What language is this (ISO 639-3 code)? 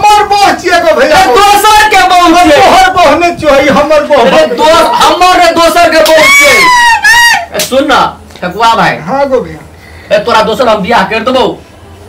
mai